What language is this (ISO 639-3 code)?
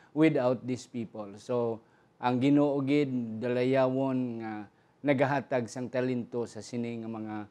hil